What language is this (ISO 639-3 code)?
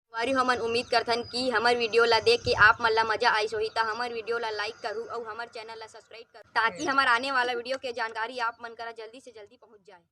hne